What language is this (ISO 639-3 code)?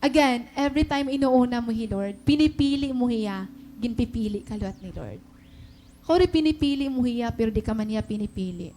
war